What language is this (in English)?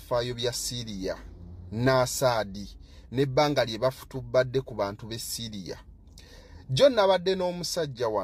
Ganda